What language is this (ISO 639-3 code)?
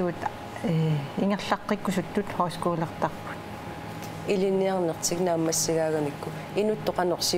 kal